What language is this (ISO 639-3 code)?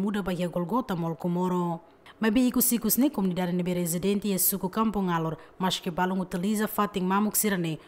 tet